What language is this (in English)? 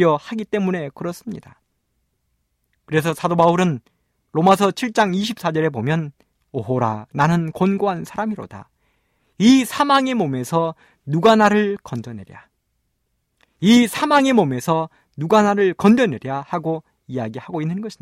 Korean